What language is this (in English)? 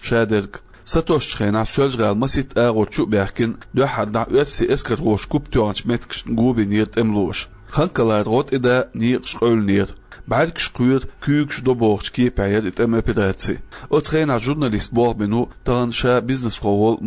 Chechen